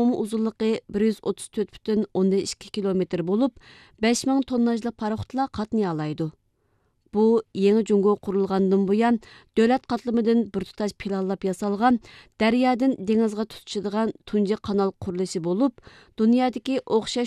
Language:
Uyghur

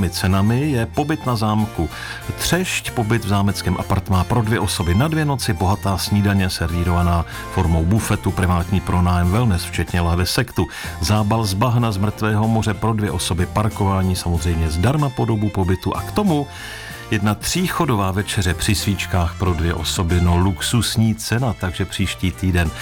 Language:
Czech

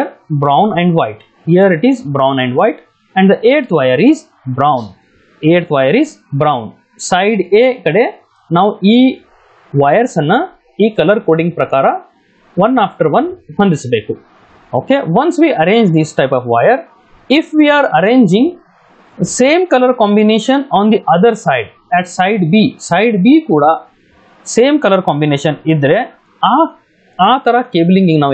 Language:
Kannada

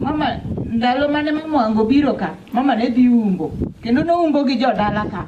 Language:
Luo (Kenya and Tanzania)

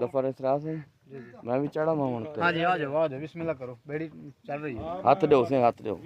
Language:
Saraiki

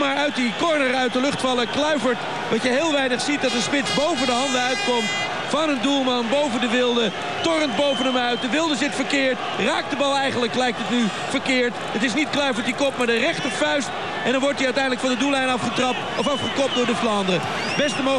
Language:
Dutch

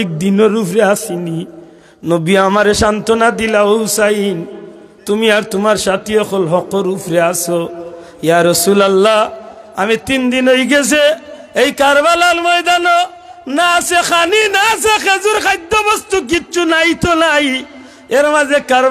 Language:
Sylheti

